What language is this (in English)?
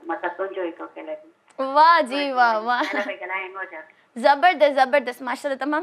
Sindhi